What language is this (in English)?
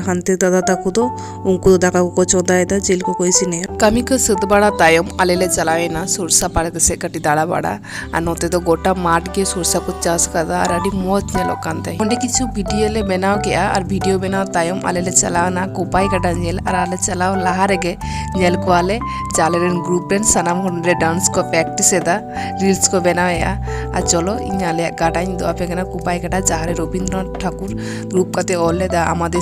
Santali